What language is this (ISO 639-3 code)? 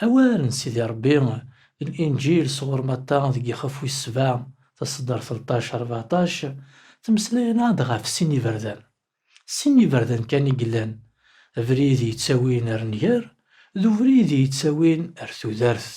kab